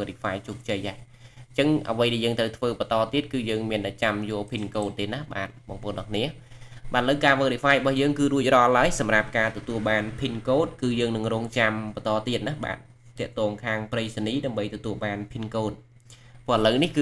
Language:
Khmer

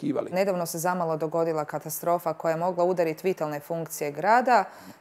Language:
Bosnian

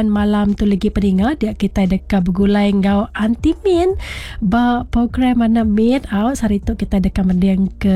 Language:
Iban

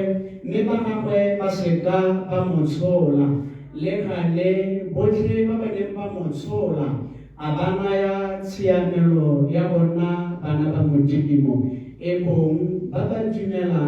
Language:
Tswana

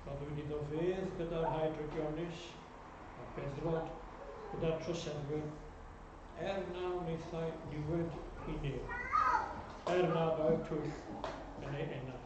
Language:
Welsh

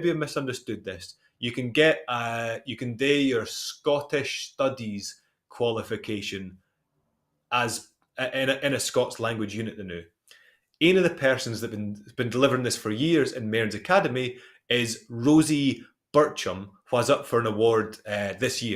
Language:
Scots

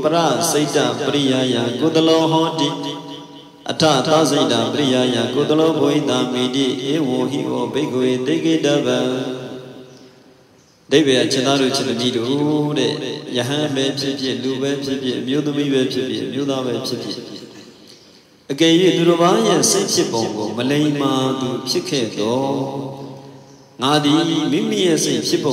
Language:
Burmese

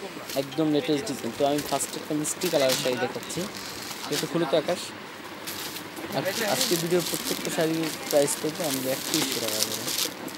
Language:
Bangla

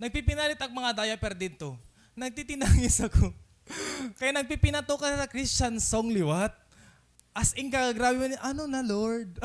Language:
Waray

